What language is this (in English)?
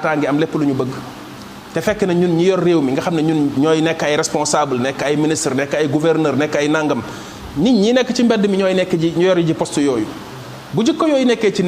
Wolof